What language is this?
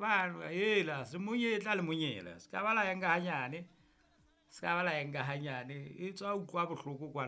Southern Sotho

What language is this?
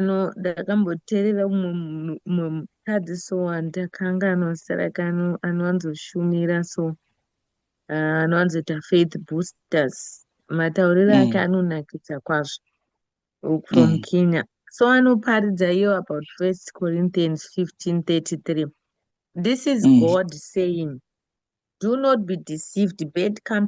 Shona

